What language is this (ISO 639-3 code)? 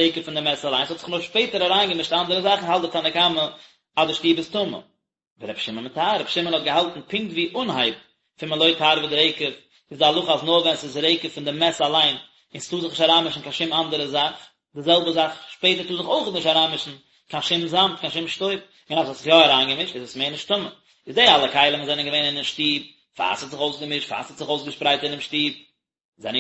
yid